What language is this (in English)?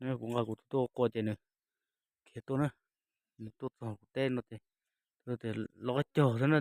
Hmong